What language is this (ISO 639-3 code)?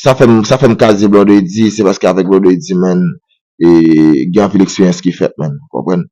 hat